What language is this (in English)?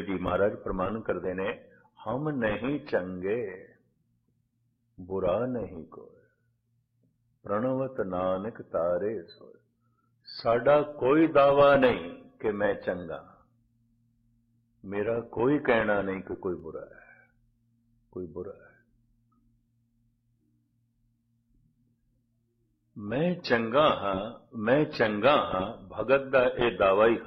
Punjabi